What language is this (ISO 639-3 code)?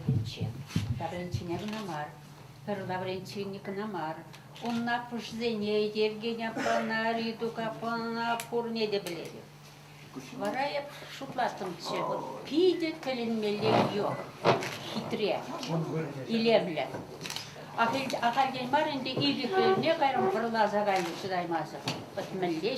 chv